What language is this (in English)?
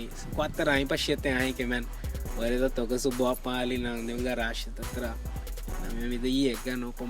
Papiamento